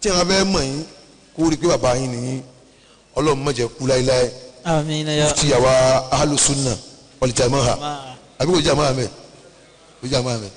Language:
Yoruba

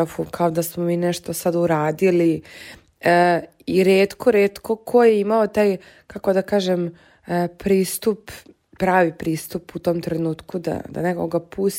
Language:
Serbian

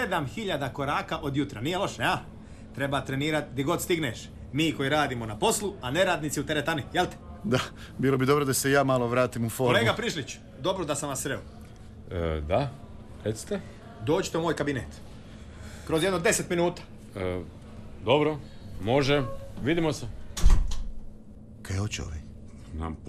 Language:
Croatian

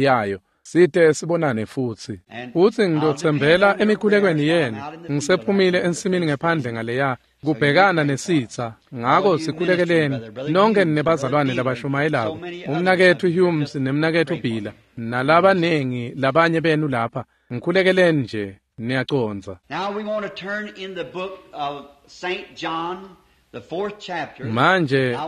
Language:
Swati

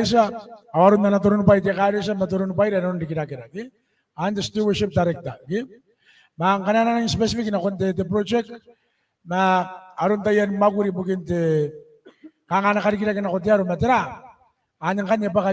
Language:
Gilbertese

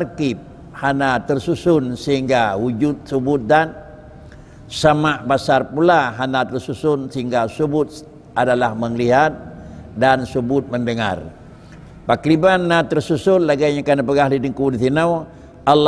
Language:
Achinese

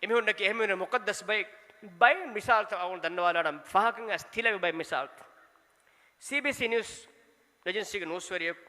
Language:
Divehi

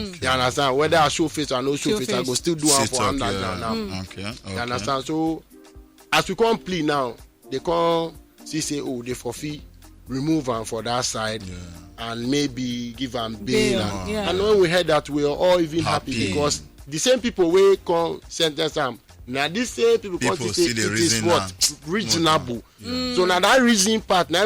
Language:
Nigerian Pidgin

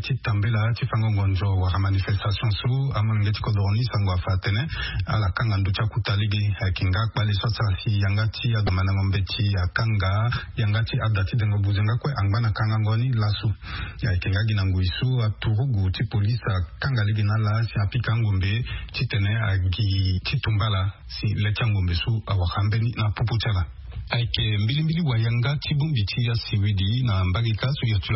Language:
Sango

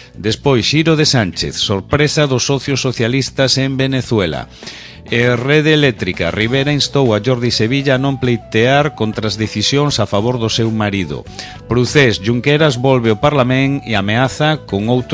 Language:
Galician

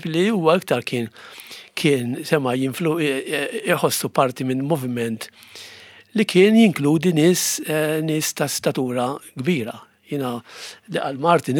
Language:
Maltese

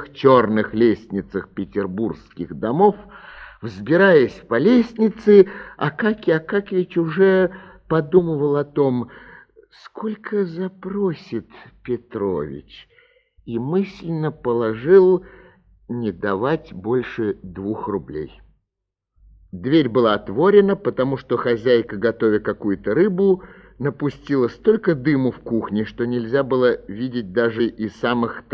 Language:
Russian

